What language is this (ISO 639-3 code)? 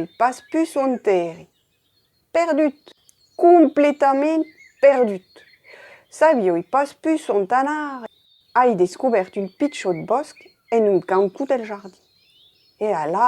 oci